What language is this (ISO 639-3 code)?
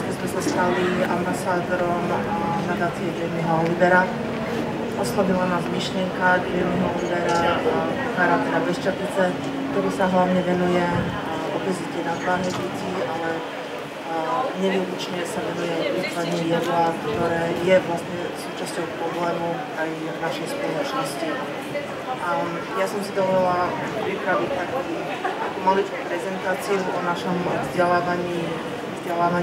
slk